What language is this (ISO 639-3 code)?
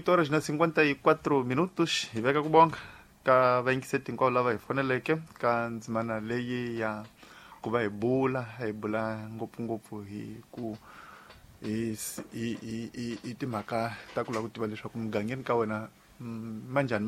tso